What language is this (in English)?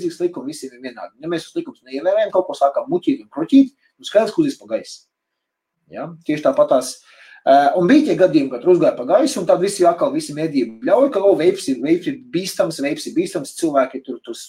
Latvian